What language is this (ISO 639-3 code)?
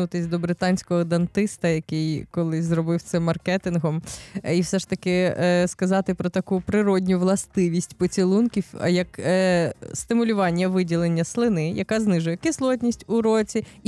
ukr